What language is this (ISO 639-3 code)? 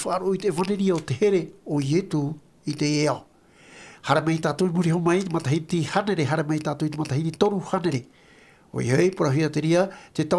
tah